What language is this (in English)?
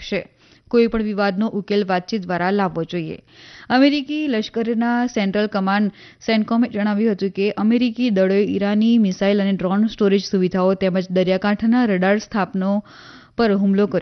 Gujarati